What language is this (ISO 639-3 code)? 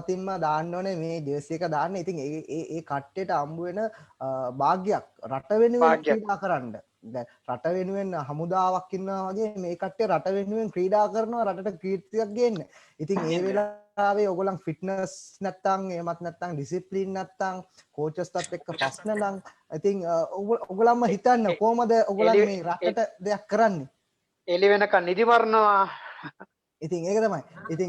sin